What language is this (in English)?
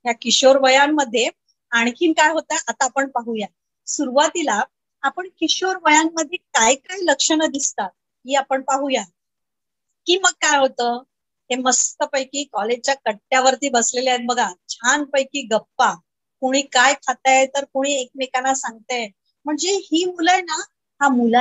Marathi